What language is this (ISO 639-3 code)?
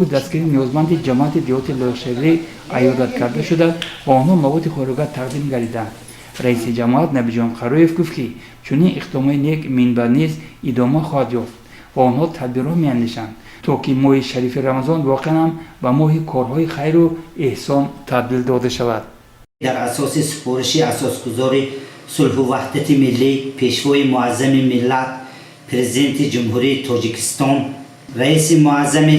tgk